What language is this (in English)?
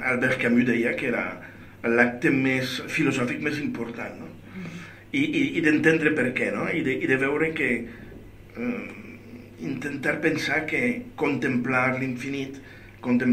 Catalan